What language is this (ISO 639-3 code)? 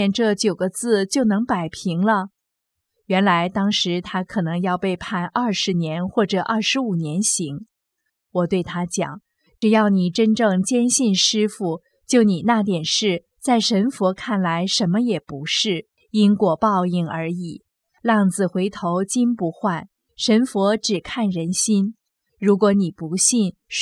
zho